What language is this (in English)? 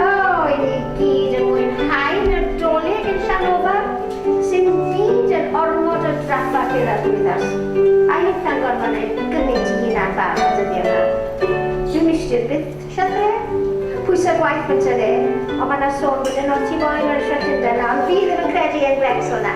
Welsh